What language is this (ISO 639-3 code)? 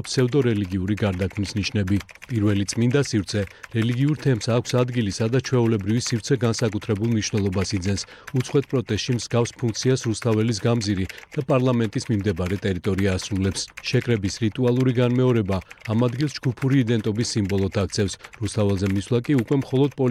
kat